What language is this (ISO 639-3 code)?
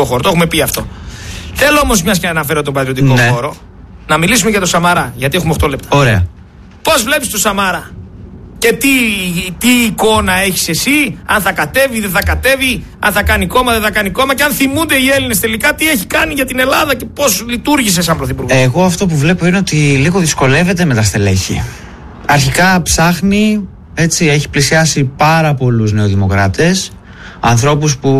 ell